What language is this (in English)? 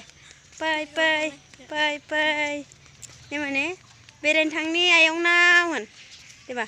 Bodo